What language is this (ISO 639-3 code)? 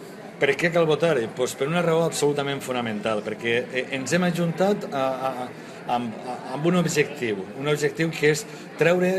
cat